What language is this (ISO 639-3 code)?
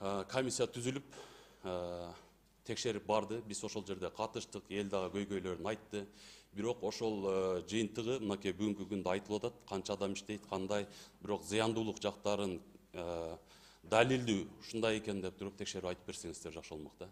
kir